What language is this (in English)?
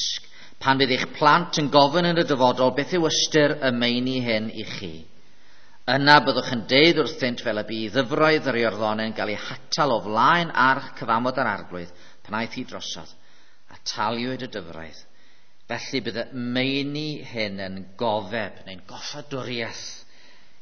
Welsh